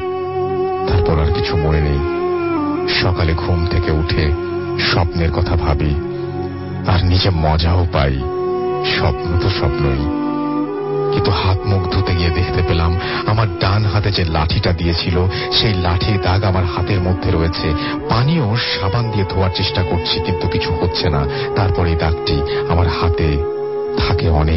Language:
Bangla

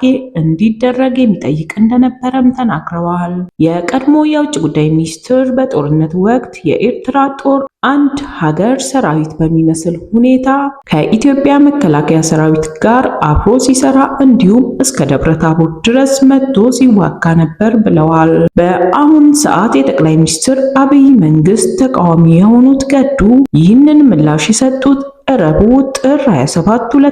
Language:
Amharic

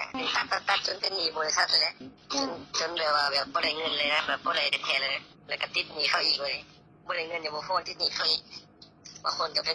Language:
Lao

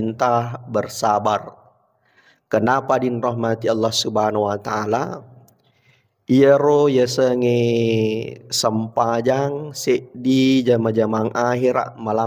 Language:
Buginese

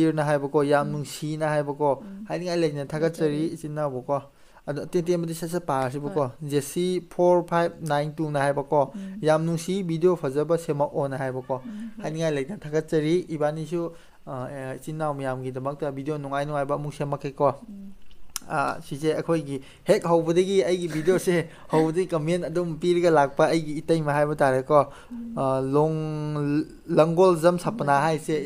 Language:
Manipuri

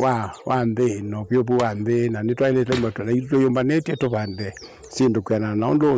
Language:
Kamba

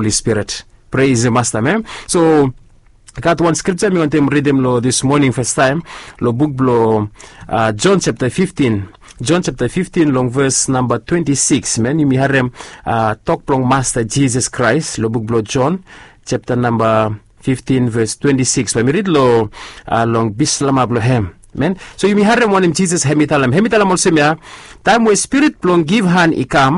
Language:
Bislama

